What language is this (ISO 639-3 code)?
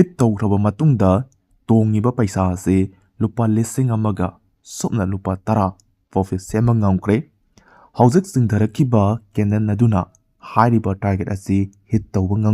mni